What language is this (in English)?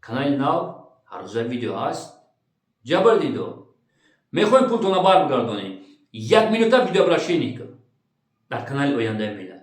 Tajik